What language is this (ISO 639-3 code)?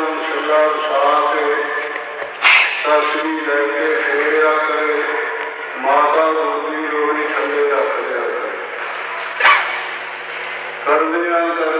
pan